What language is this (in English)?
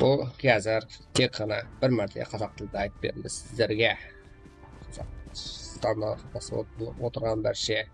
Kara-Kalpak